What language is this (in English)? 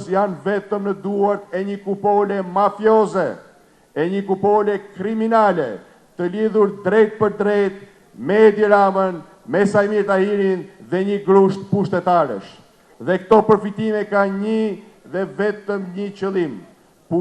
Albanian